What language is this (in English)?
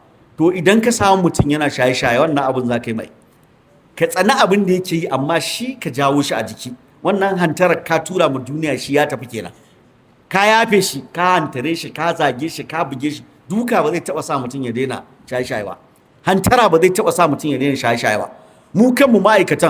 Hausa